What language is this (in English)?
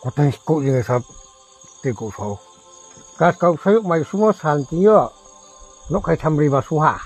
Riang (India)